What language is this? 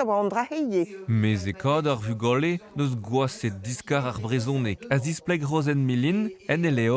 Breton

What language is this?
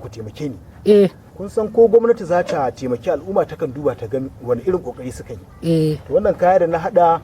Hausa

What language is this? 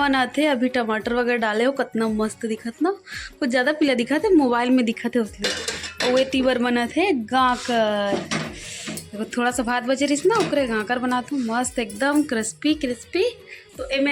Chhattisgarhi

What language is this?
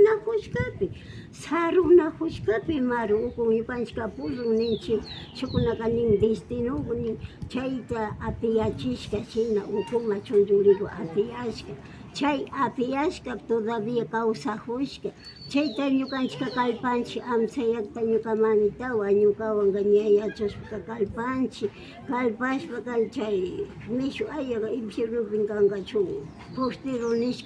Imbabura Highland Quichua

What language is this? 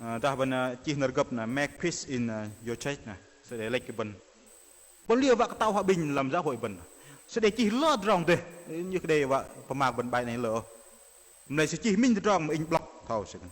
Bahnar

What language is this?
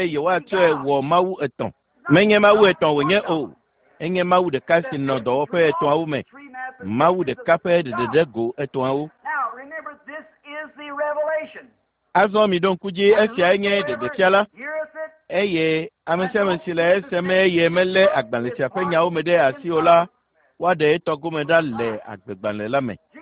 Ewe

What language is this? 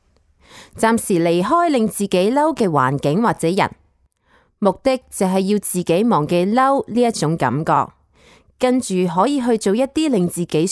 Cantonese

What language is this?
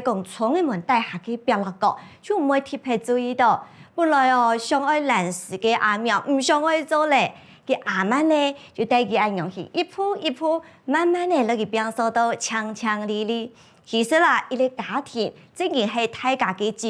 Hakka Chinese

